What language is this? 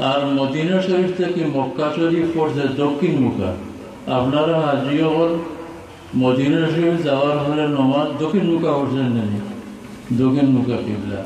Sylheti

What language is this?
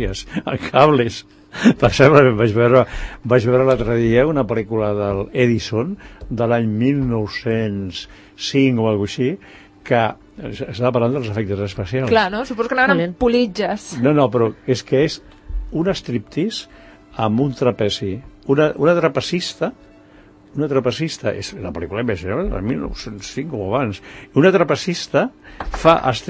Catalan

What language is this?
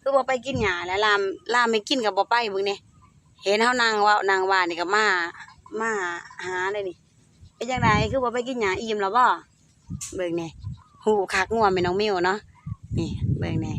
Lao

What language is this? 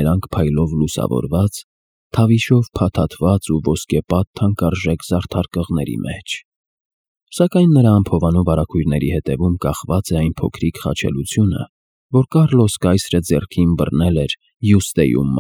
Armenian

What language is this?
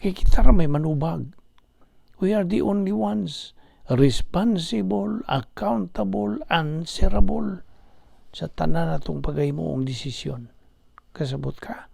Cebuano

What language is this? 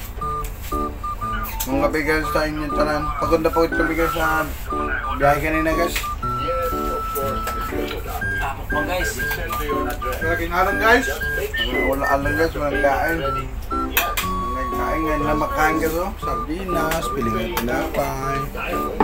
Filipino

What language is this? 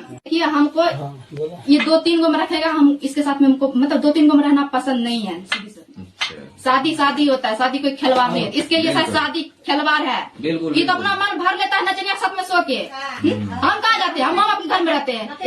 Maithili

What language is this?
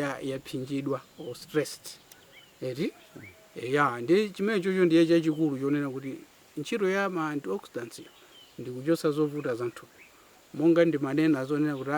Nyanja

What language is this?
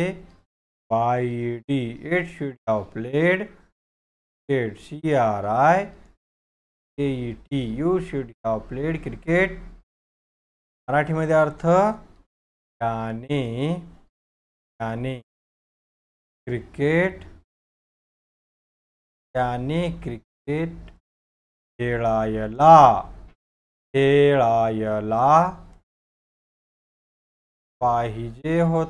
Marathi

